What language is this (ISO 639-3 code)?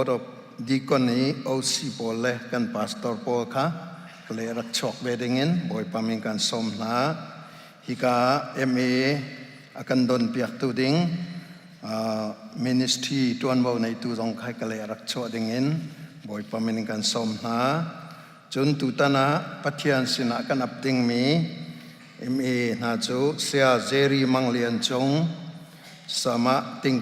cnh